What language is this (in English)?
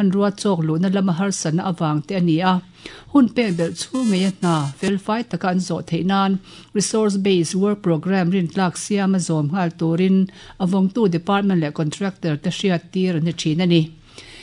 Mizo